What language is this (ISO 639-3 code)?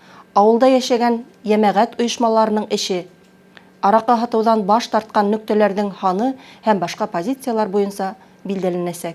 bak